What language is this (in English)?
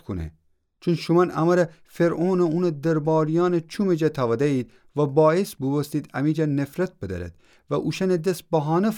Gilaki